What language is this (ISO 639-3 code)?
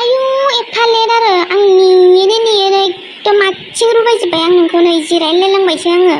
brx